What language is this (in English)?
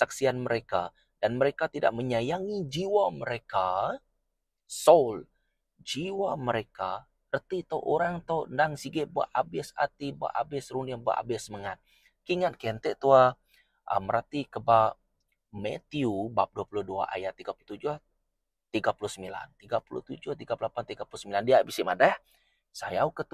Iban